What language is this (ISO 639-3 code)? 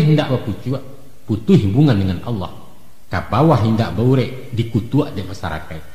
min